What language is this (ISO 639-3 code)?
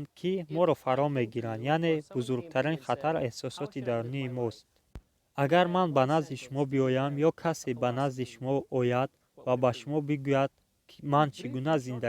tgk